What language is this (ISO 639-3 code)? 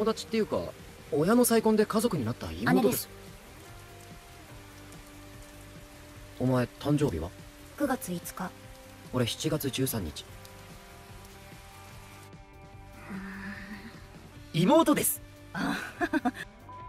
jpn